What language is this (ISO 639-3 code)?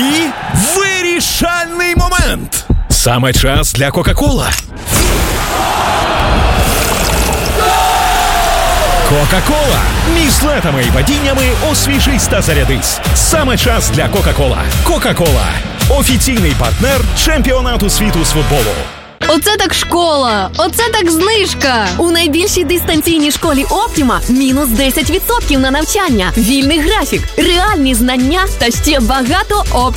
ukr